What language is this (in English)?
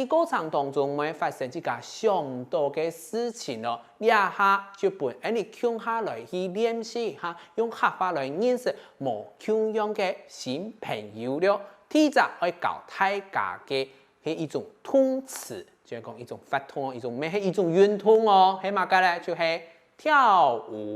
Hakka Chinese